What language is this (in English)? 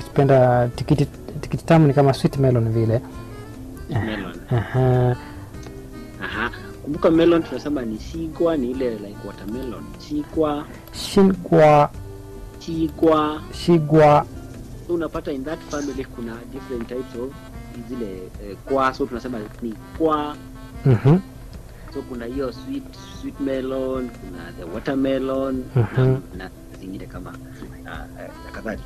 Swahili